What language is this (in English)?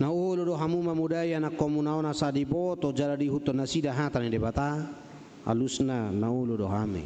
Batak Toba